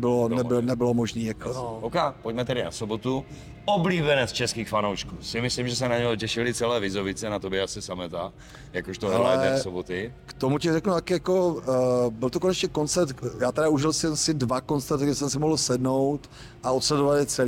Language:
Czech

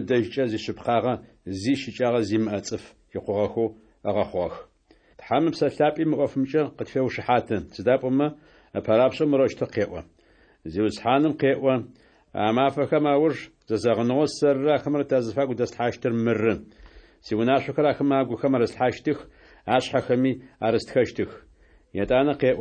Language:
Adyghe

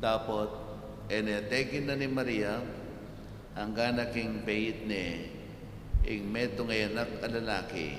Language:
Pampanga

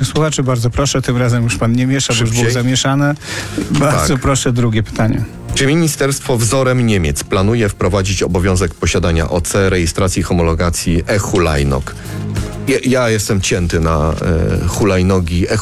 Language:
Polish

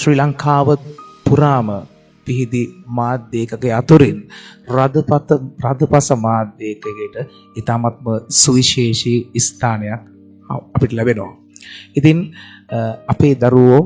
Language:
Sinhala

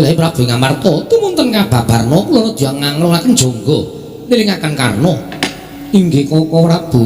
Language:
Javanese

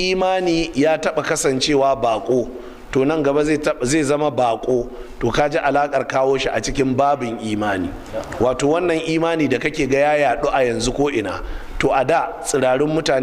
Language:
Hausa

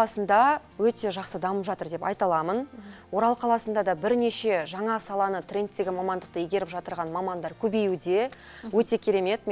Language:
Kazakh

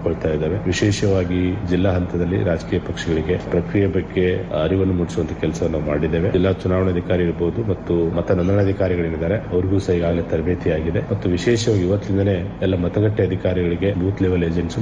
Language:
Kannada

